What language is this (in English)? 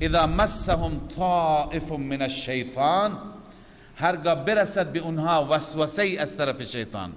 Persian